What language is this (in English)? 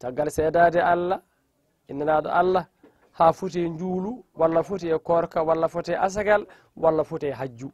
Fula